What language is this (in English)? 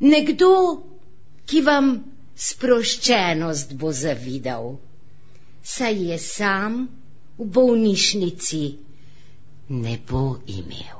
Slovenian